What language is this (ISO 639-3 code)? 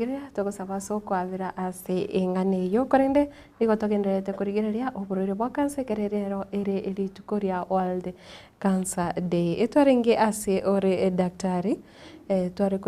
guz